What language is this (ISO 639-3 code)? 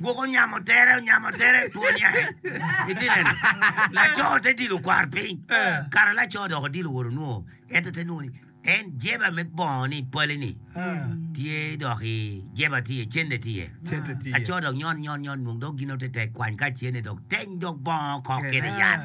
ach